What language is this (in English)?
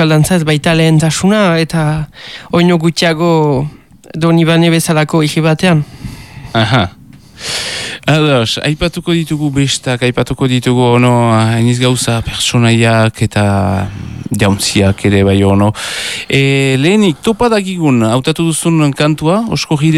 Basque